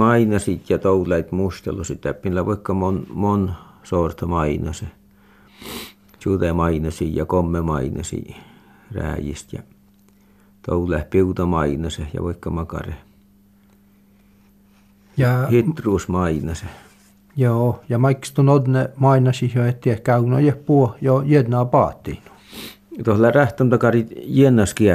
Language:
Finnish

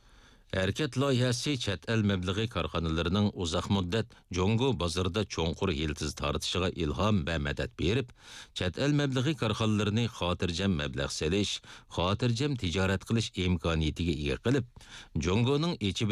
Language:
Uyghur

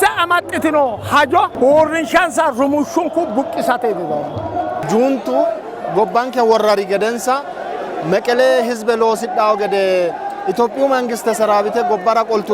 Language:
Sidamo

